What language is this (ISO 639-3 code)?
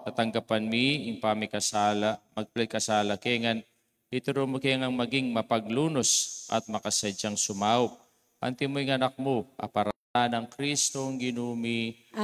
pam